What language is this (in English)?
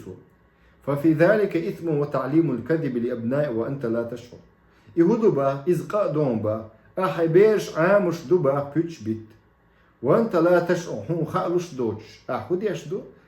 Chechen